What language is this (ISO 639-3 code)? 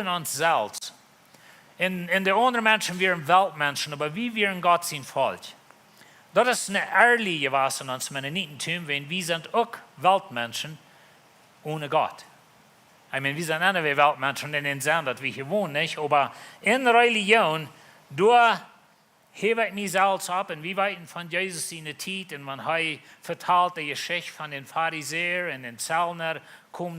pdt